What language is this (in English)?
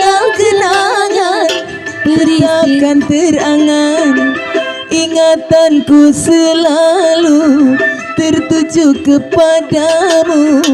Betawi